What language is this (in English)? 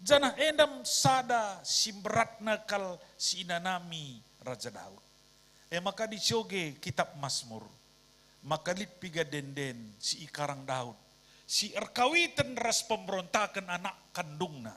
Batak Karo